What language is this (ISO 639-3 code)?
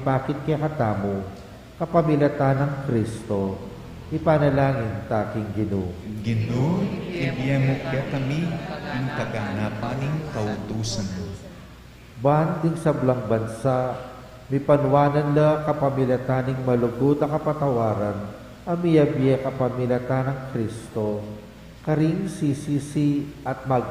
pam